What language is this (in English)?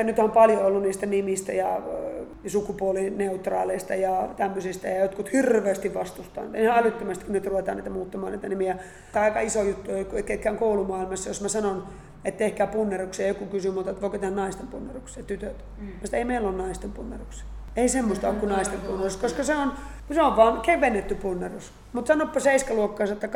Finnish